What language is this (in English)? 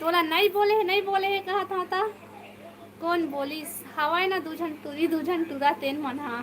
Chhattisgarhi